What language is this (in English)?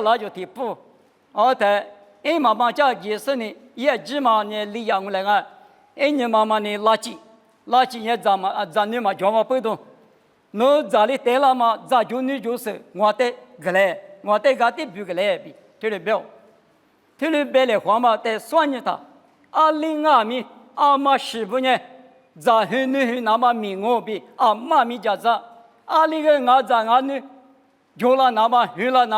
Lisu